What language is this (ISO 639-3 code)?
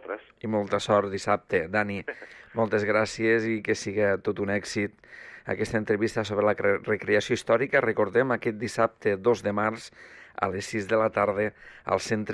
cat